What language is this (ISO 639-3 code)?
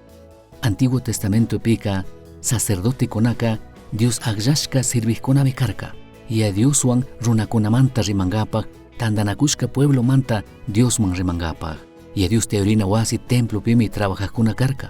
qug